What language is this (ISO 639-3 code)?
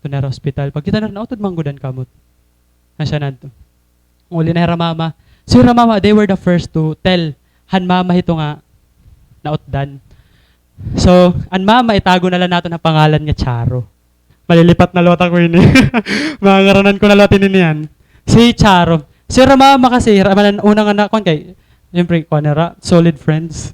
war